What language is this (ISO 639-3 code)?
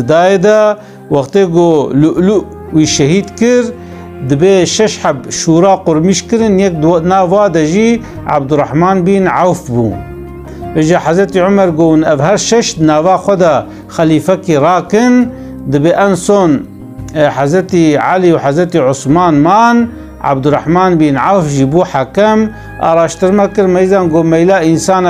kur